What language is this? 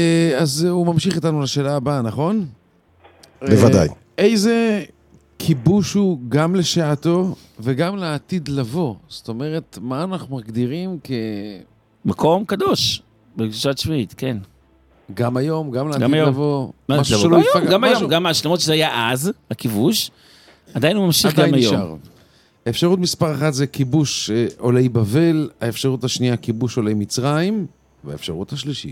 Hebrew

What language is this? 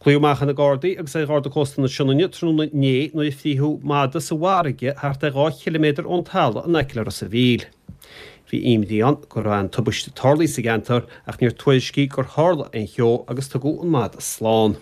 Irish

